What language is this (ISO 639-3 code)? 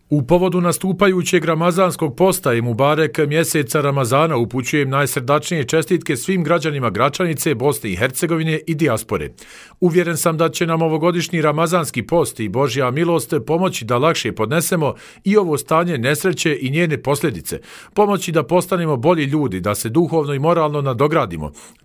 bos